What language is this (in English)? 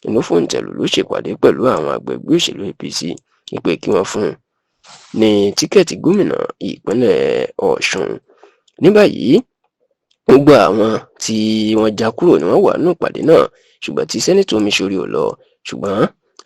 Yoruba